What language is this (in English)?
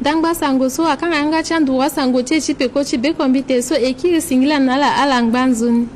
Sango